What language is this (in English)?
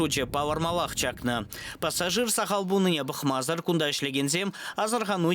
Chuvash